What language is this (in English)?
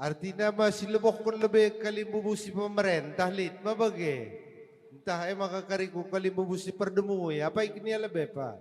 Batak Karo